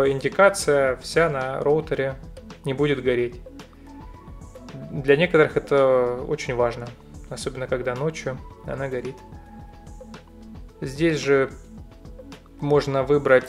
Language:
Russian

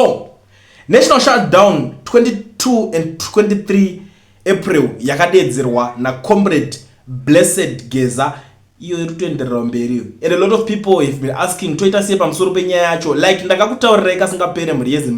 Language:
Shona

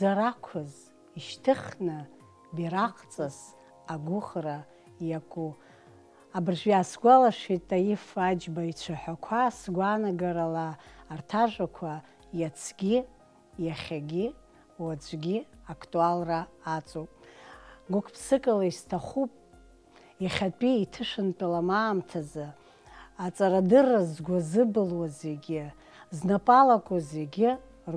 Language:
Abkhazian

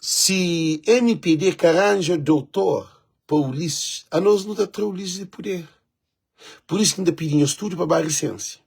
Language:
Kabuverdianu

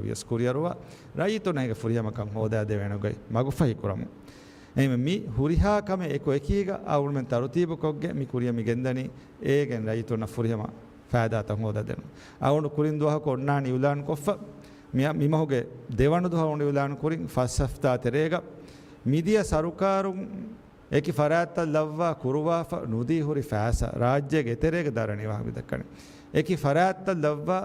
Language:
Divehi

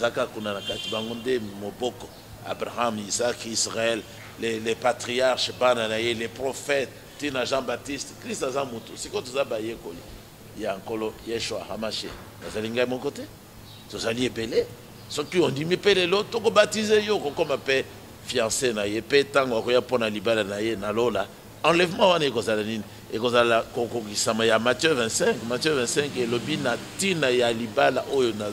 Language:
Lingala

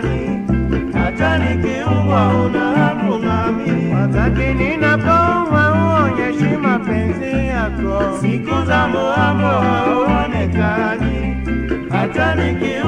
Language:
Swahili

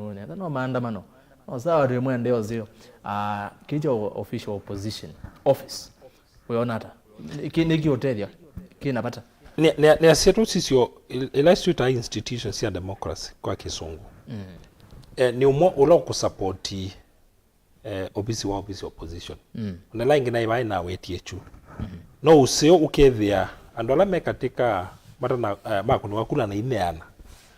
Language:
Kamba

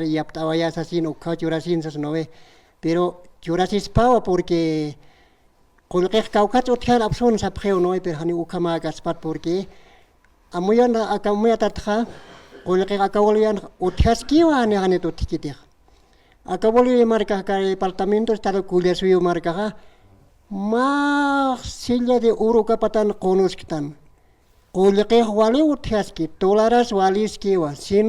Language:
Aymara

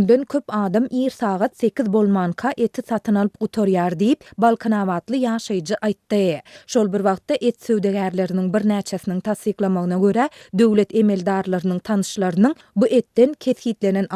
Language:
Turkmen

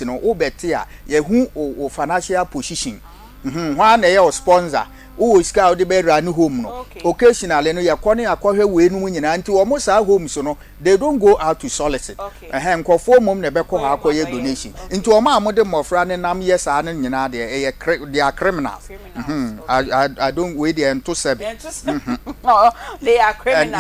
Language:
Akan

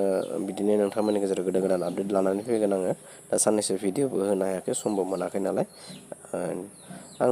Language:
Bodo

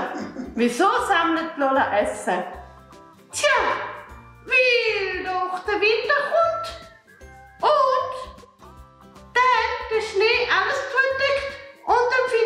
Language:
Swiss German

